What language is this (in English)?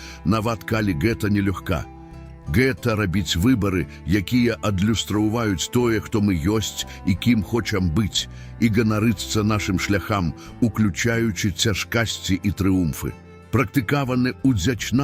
Belarusian